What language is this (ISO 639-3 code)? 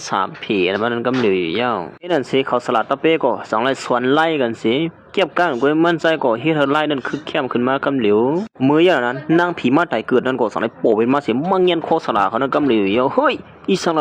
shn